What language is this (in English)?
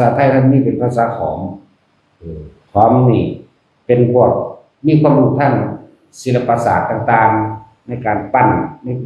Northeastern Thai